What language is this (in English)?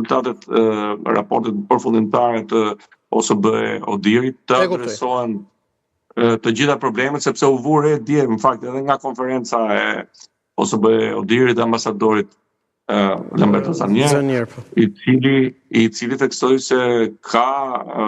Albanian